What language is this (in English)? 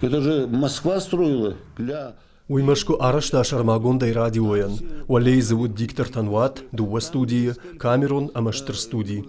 Ossetic